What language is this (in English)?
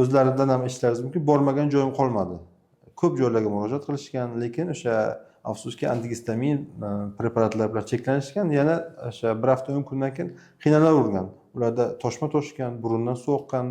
Uzbek